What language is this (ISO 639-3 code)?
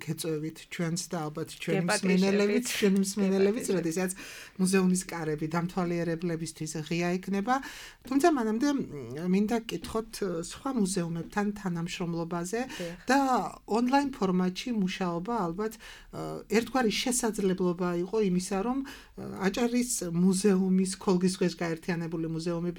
kat